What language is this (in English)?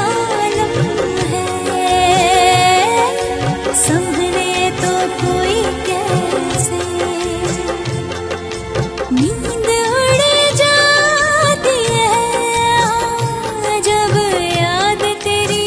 Hindi